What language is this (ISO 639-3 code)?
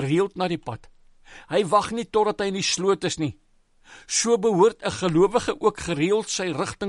afr